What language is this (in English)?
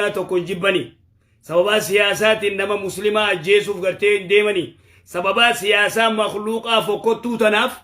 Oromo